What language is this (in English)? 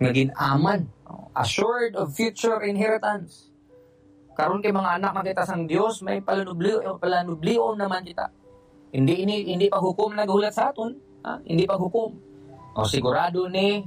Hiligaynon